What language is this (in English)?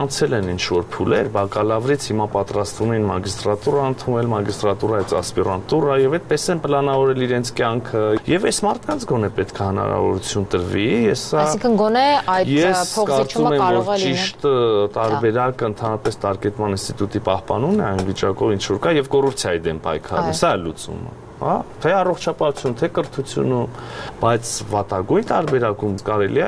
Armenian